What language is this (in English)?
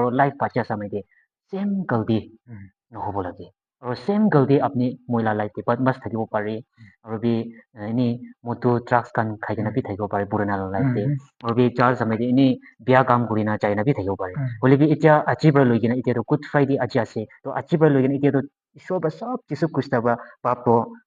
Naga Pidgin